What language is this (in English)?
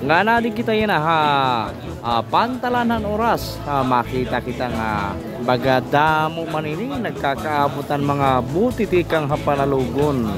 Waray